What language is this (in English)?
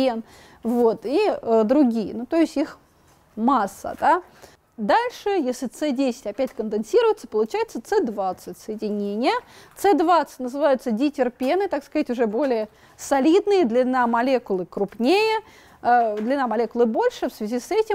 Russian